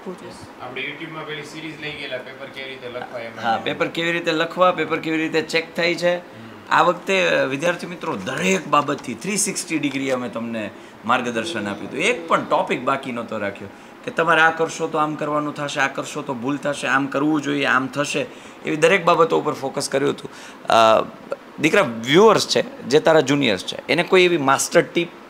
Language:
Gujarati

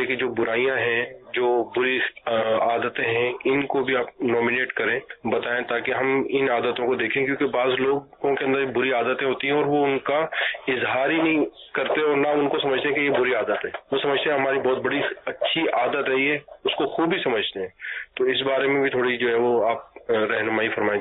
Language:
Urdu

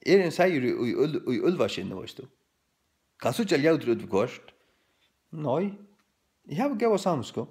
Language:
Faroese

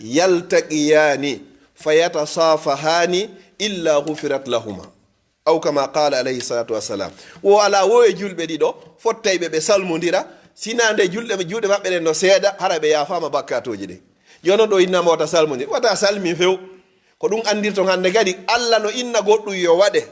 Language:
Pular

